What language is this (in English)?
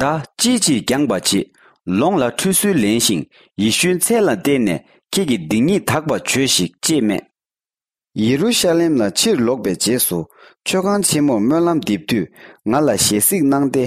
Tibetan